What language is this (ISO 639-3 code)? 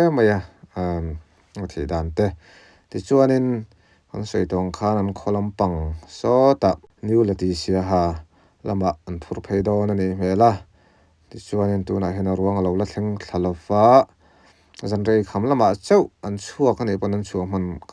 lus